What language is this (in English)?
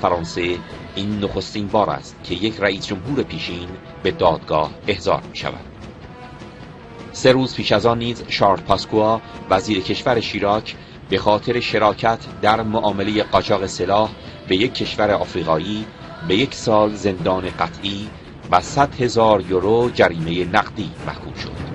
Persian